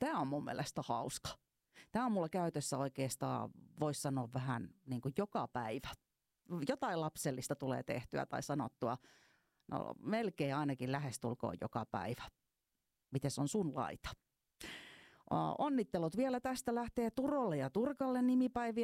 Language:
Finnish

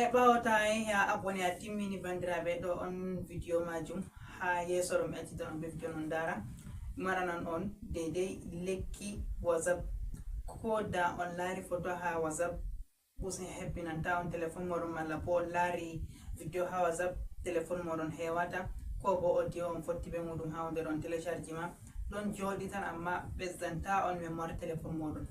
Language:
Fula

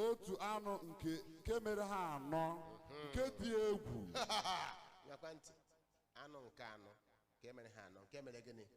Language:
Igbo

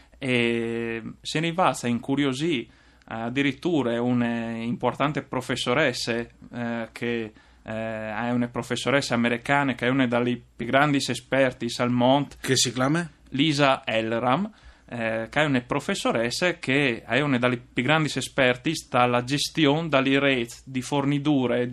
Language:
Friulian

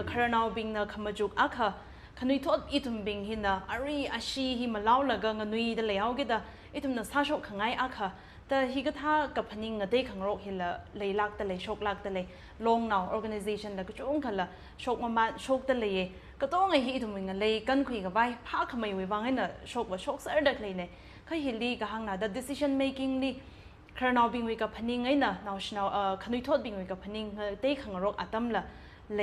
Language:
Tangkhul Naga (India)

